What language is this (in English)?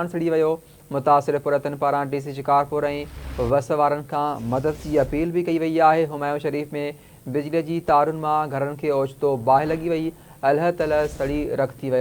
Sindhi